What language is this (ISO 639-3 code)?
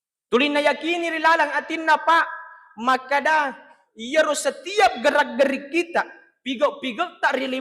bug